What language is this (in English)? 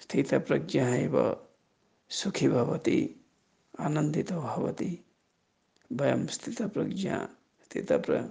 Sanskrit